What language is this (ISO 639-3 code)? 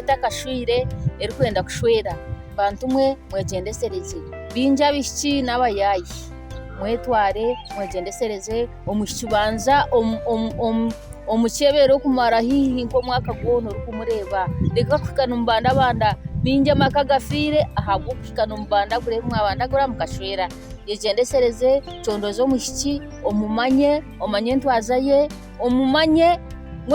nyn